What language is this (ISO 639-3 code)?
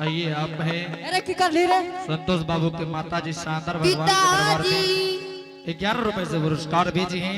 anp